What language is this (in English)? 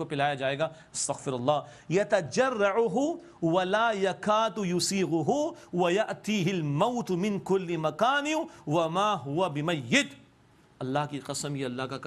Urdu